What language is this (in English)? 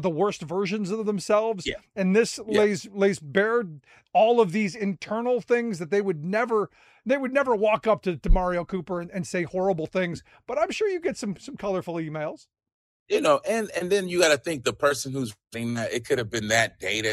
English